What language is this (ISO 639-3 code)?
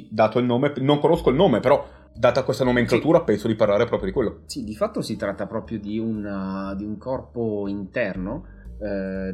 ita